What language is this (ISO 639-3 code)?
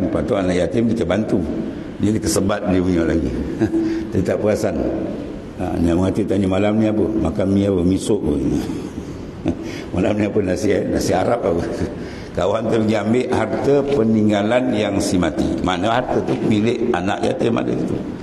msa